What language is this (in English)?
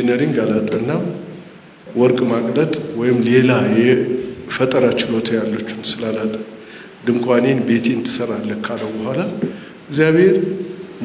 Amharic